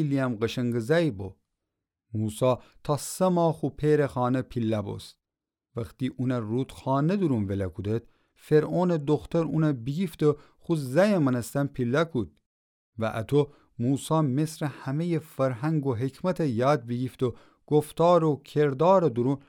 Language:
Gilaki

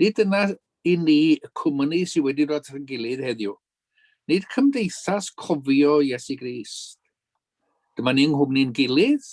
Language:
Welsh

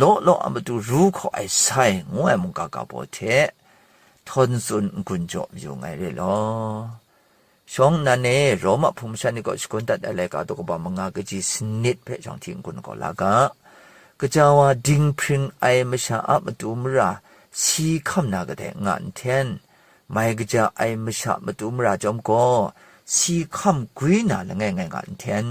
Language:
Kachin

